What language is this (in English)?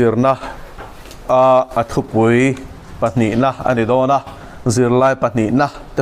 Mizo